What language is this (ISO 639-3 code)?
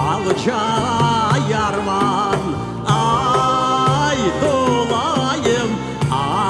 crh